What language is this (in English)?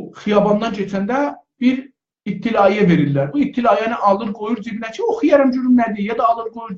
South Azerbaijani